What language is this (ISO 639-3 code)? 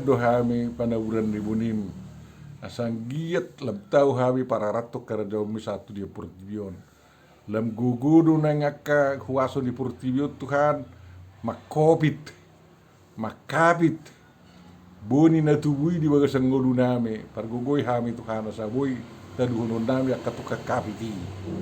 bbc